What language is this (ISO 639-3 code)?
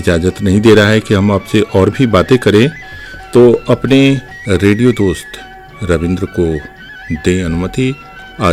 hin